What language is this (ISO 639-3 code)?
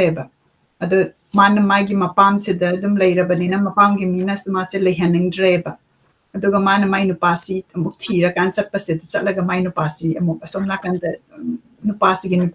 mni